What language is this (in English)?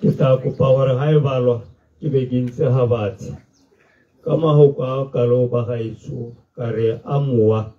Tswana